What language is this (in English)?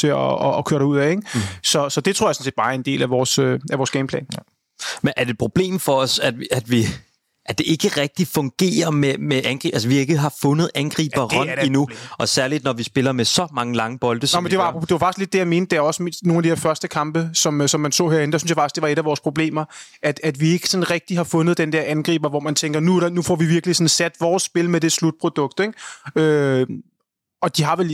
Danish